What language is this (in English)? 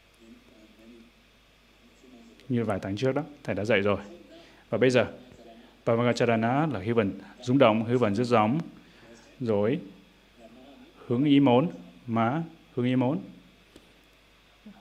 Vietnamese